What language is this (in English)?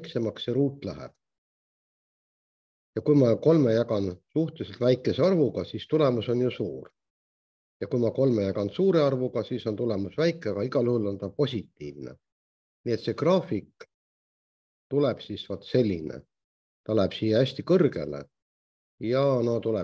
Estonian